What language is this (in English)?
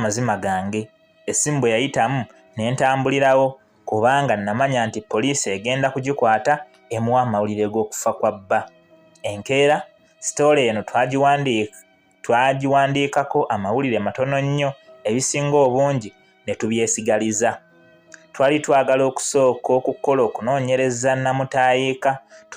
Ganda